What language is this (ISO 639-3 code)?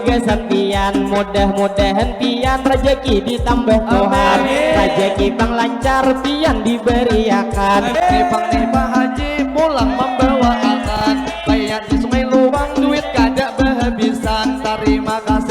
bjn